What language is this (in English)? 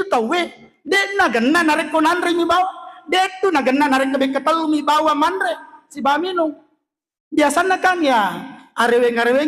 Buginese